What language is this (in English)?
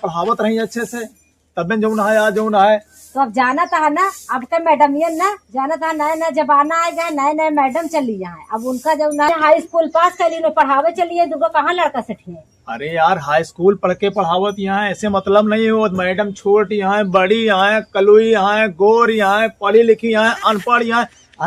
Awadhi